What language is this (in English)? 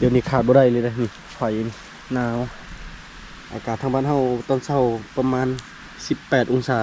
Lao